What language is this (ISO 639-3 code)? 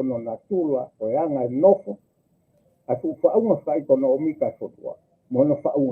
ton